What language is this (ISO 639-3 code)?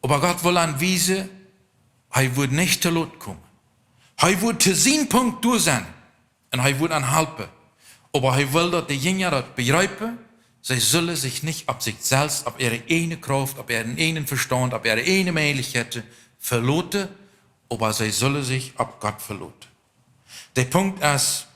pdt